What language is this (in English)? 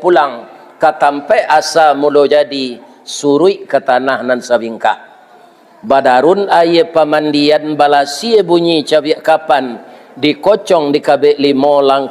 Minangkabau